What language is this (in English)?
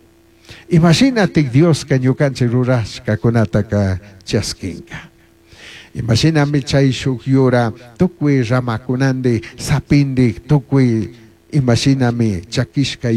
Chimborazo Highland Quichua